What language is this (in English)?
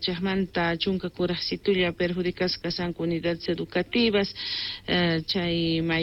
Quechua